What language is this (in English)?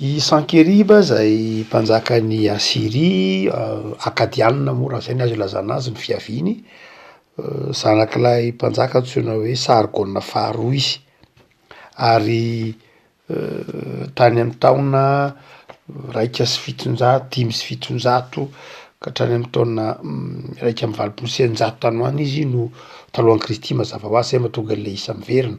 Malagasy